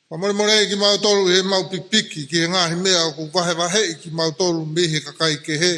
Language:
Tongan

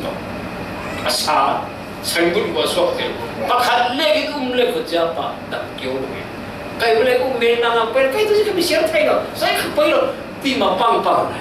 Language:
Falam Chin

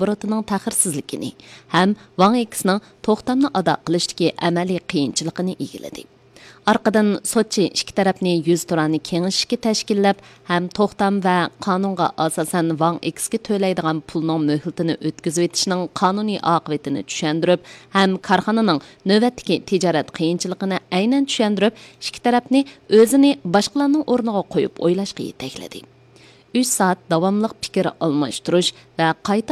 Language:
Uyghur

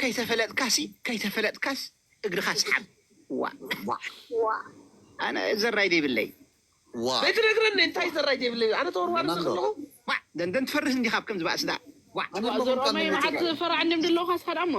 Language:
Tigrinya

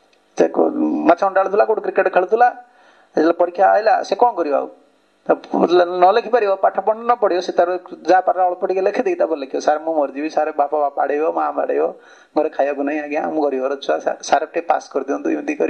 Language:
Odia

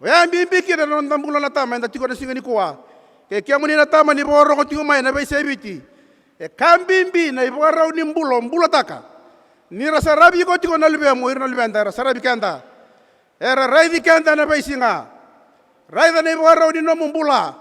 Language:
Fijian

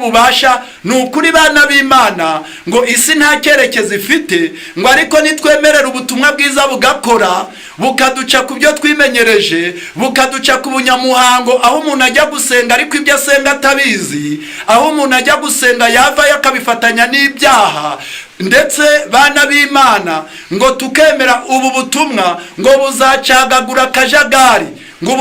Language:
Kinyarwanda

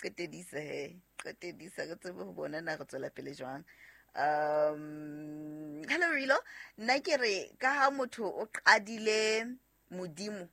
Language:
Southern Sotho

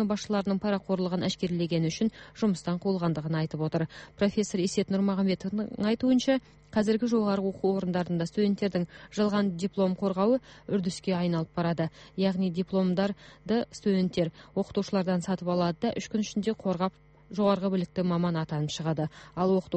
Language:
Kazakh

